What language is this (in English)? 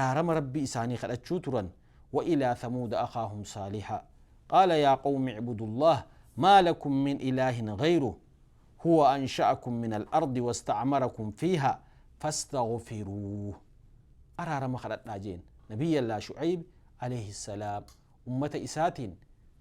Oromo